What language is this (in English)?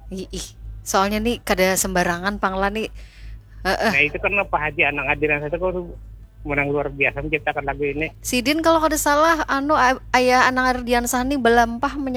Banjar